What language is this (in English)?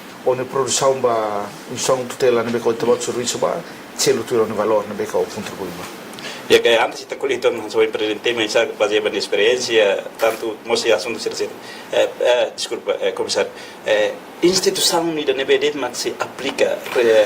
Tetum